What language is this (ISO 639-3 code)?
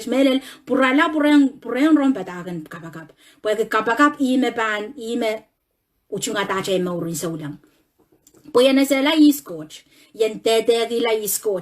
pon